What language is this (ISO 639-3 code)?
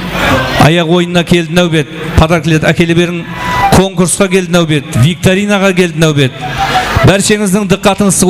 kaa